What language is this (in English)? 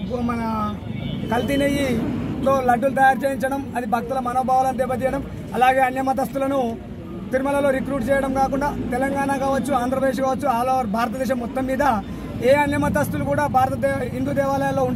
Telugu